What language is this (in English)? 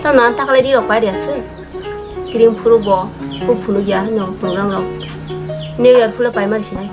Kok Borok